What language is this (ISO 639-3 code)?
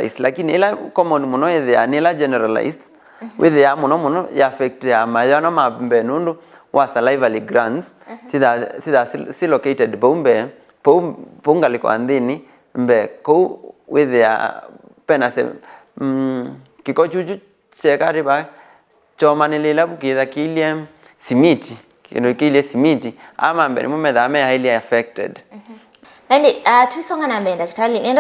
kam